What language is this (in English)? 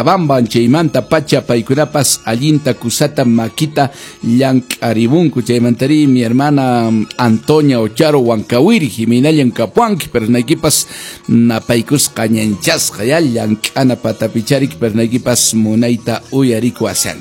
Quechua